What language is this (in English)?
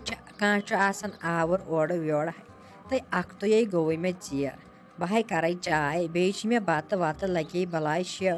Kashmiri